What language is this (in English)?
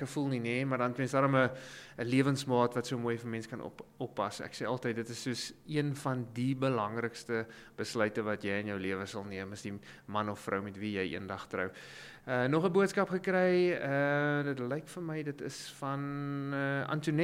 Afrikaans